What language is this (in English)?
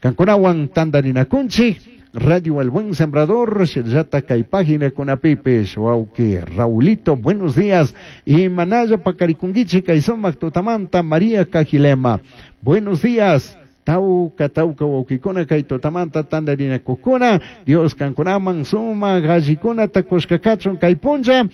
Chimborazo Highland Quichua